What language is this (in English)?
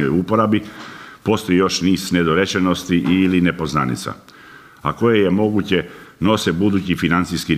Croatian